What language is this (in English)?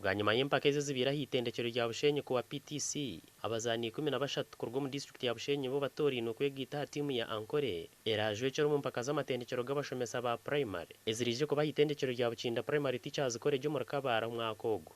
Nyankole